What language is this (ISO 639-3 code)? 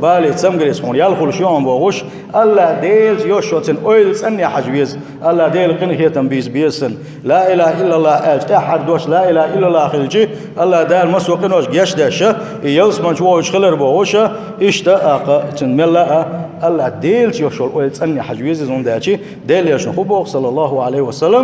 che